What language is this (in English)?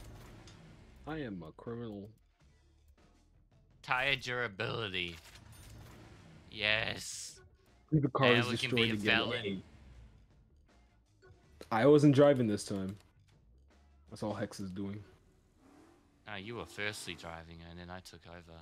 English